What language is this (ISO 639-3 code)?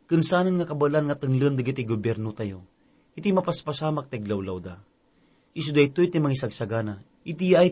ilo